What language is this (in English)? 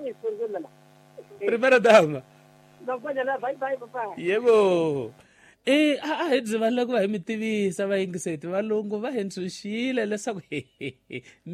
Tsonga